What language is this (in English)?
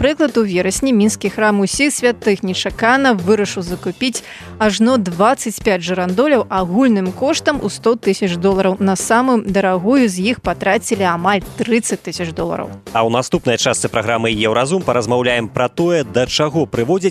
Belarusian